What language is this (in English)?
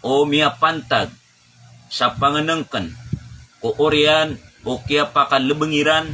Maranao